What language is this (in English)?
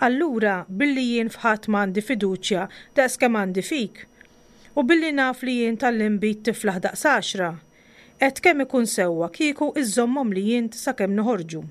Maltese